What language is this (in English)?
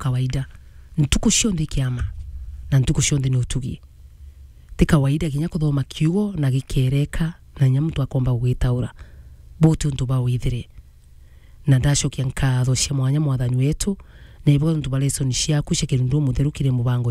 Meru